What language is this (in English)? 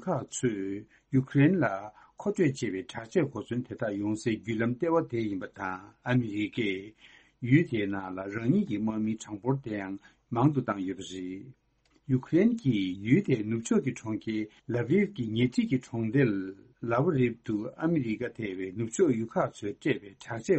Tibetan